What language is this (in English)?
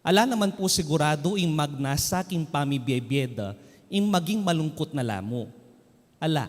Pampanga